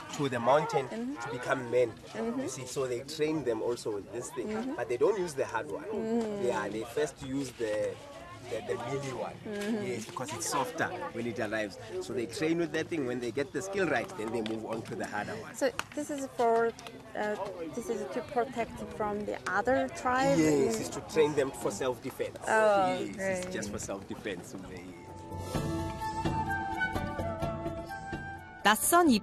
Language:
Korean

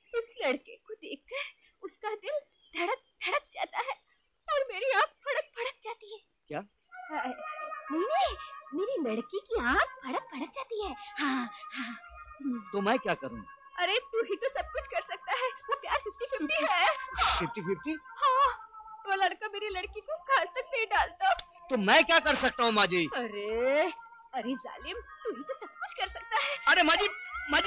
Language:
Hindi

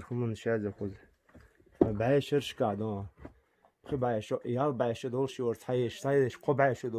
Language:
Chechen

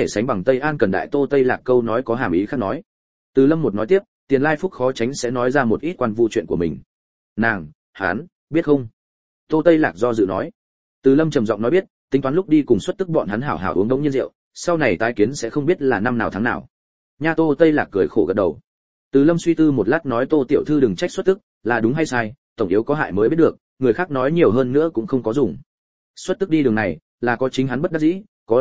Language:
Vietnamese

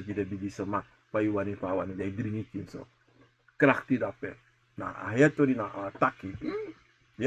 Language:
Sranan Tongo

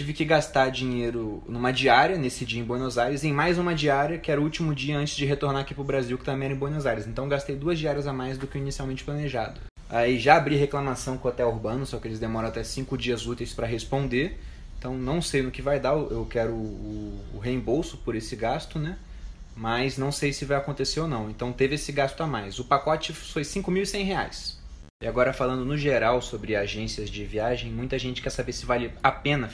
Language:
Portuguese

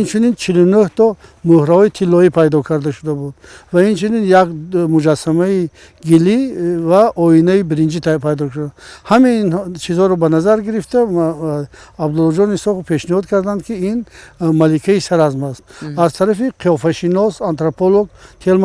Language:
Tajik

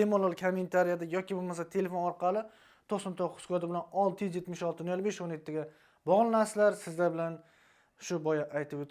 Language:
Uzbek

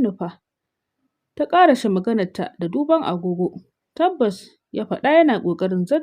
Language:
Hausa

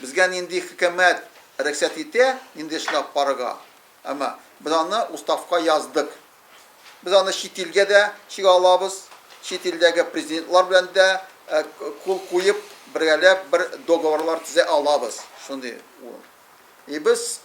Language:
Tatar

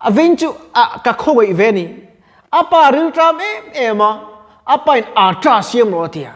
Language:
Mizo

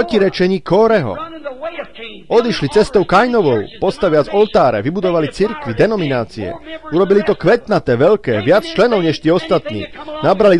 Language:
Slovak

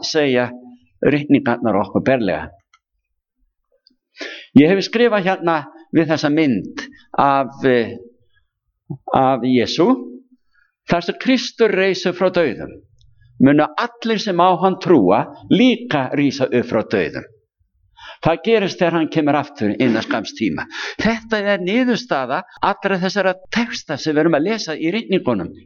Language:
Icelandic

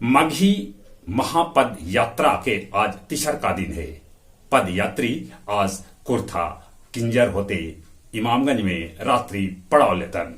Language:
Magahi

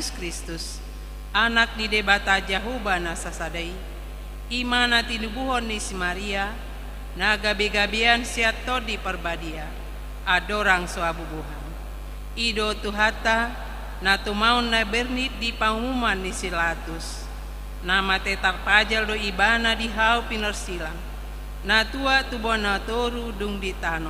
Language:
Batak Toba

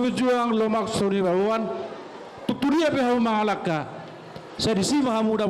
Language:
Batak Toba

